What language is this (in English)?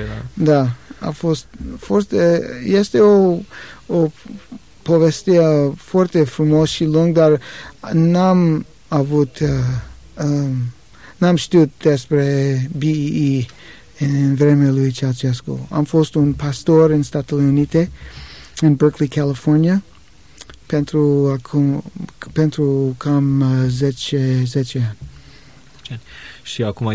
Romanian